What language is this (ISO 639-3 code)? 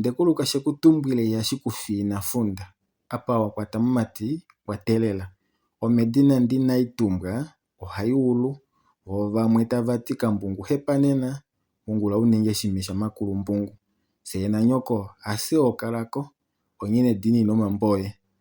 kua